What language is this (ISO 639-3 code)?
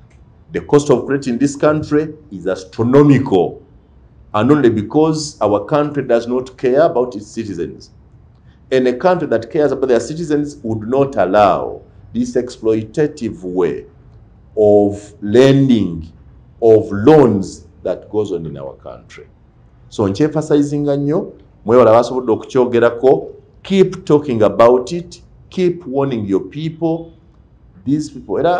lug